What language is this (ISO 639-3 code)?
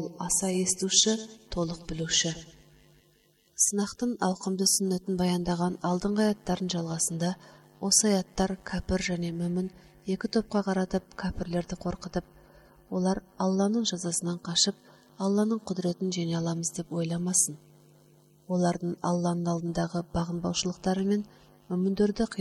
kaz